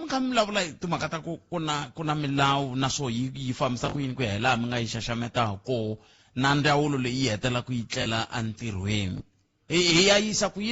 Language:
Tsonga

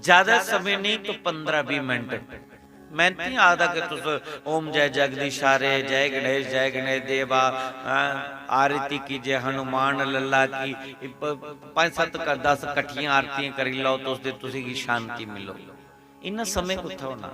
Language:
Dogri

